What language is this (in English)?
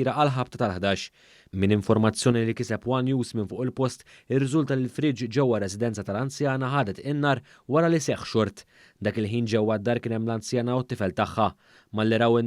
Maltese